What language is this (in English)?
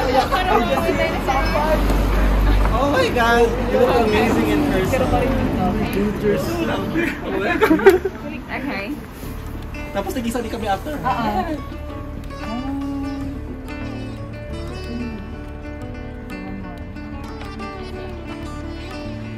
Vietnamese